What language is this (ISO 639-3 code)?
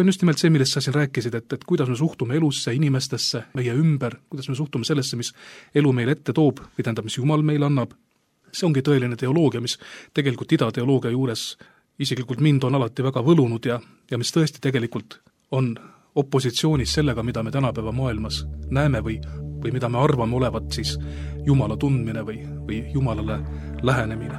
est